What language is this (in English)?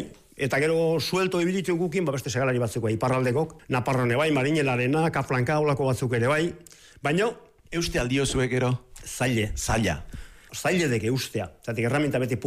Basque